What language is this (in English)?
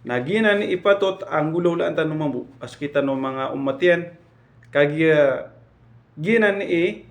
Maranao